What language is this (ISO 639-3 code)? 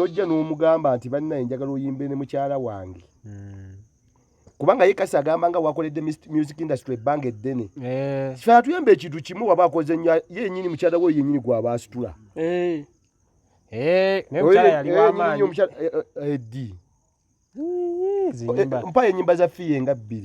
lug